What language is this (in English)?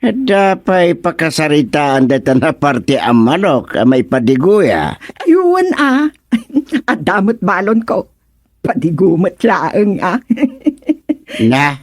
Iloko